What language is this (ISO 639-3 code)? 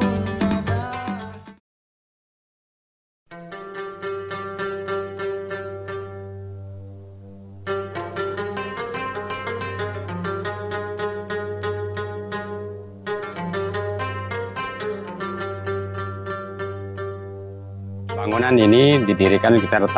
ind